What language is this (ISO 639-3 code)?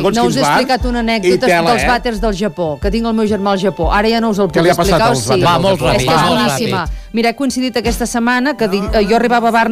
cat